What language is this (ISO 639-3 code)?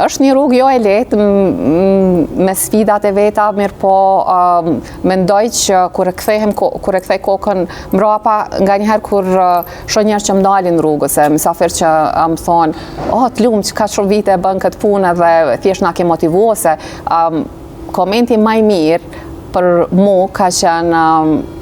sqi